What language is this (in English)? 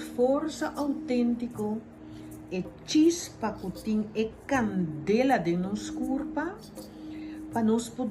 Papiamento